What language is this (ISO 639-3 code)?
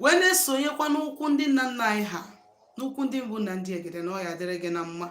ibo